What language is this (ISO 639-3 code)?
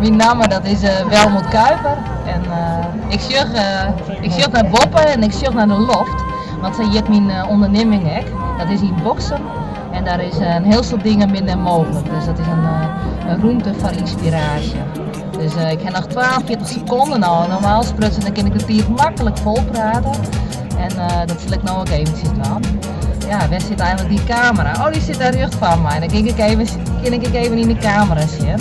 fry